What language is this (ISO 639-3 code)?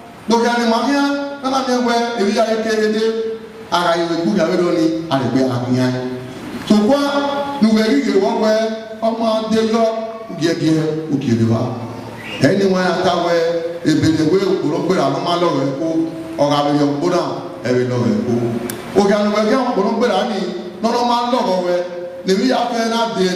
bin